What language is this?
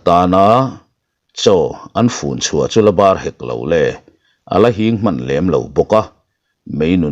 Mizo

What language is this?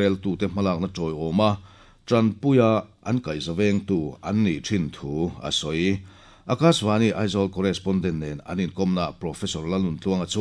Mizo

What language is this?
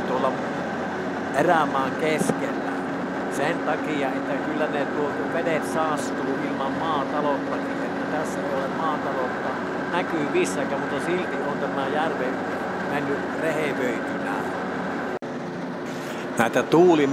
Finnish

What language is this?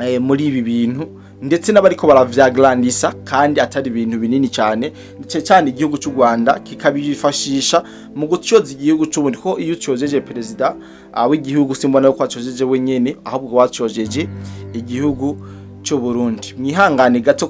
Rundi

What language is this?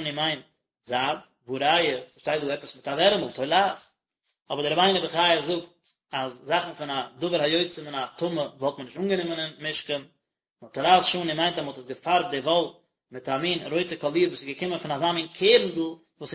Yiddish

